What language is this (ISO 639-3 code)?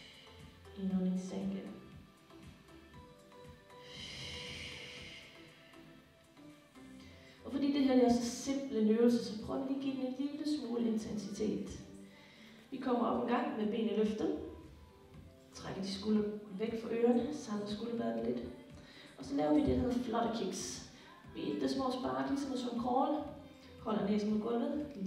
dan